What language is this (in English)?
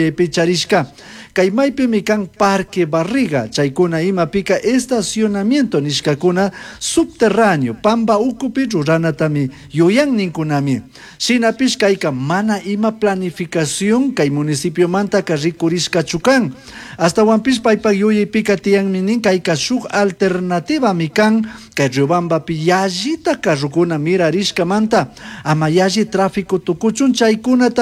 Chimborazo Highland Quichua